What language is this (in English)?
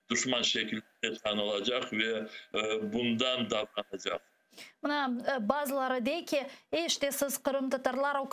Crimean Tatar